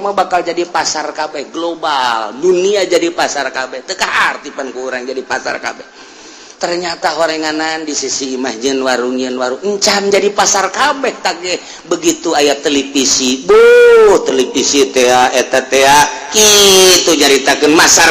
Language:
Sundanese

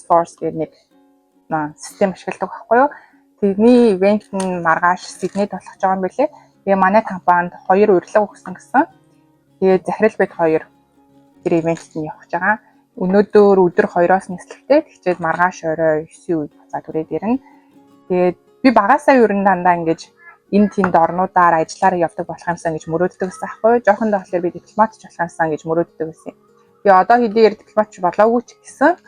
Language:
Mongolian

